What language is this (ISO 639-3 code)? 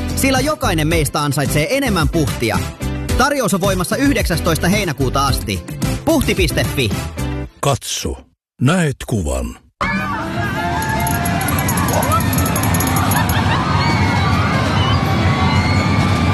fin